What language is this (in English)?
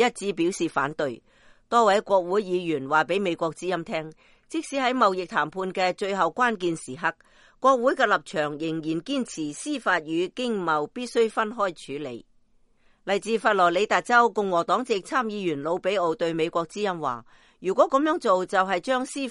Cantonese